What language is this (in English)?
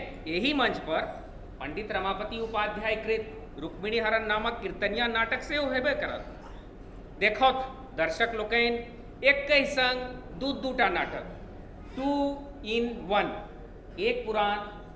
Maithili